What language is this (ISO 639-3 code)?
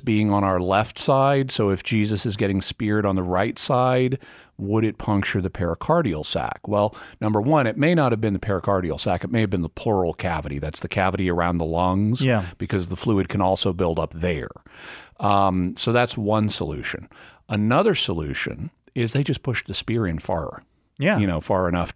eng